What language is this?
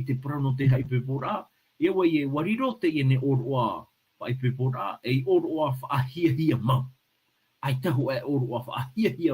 Tahitian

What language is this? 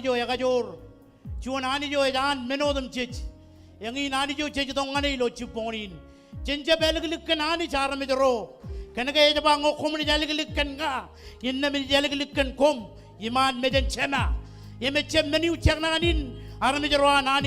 Marshallese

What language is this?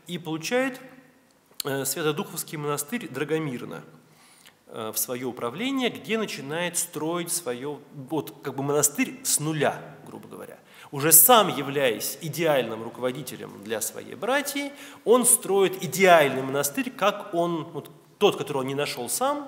Russian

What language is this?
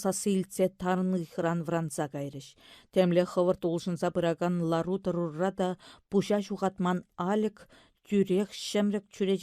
Chuvash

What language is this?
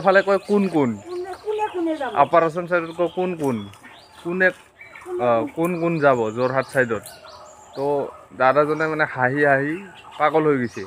Assamese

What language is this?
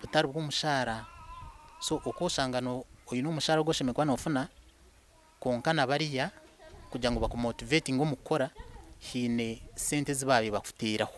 Nyankole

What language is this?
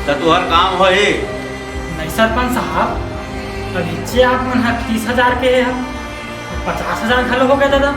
Chhattisgarhi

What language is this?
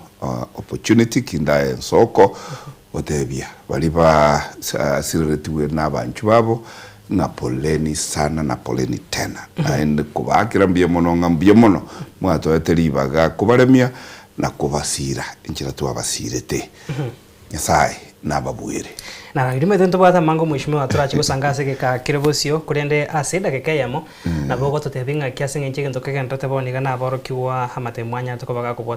Gusii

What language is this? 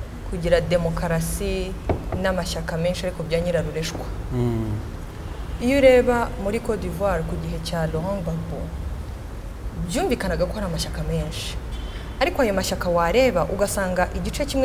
Kinyarwanda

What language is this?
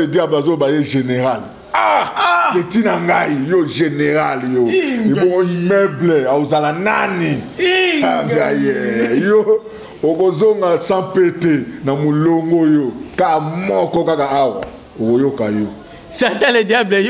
Lingala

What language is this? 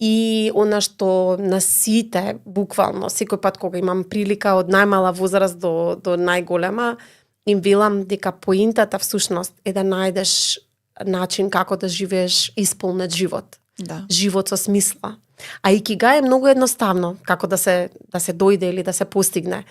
Macedonian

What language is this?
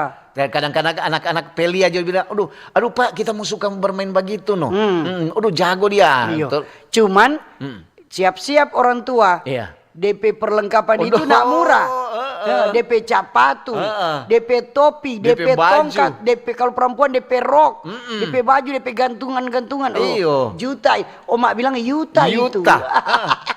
Manado Malay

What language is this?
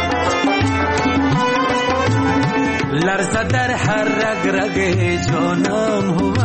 Persian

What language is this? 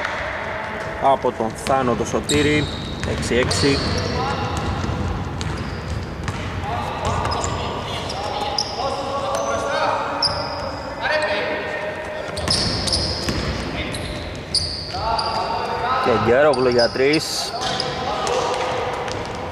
Greek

